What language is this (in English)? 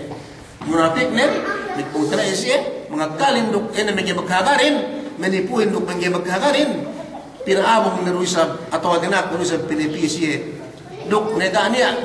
Yakan